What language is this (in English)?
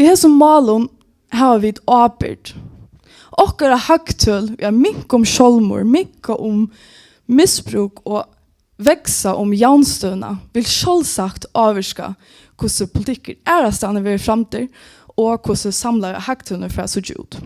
Faroese